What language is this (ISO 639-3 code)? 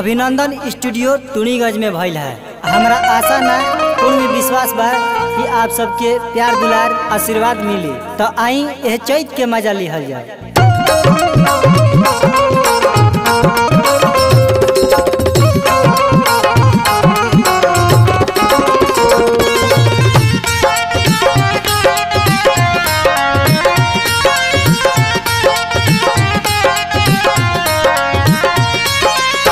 bho